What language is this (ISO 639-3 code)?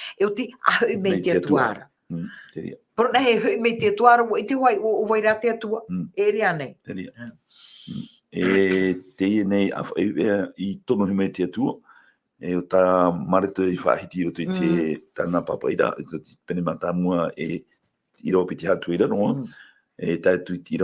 tah